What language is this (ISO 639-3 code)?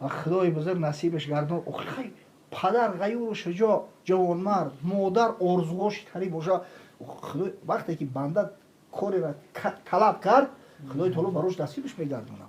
tgk